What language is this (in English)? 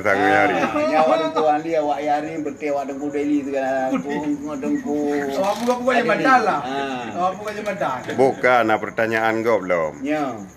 Achinese